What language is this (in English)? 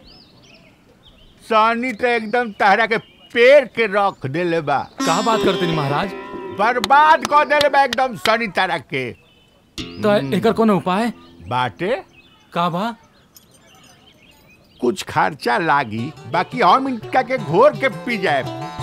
Bhojpuri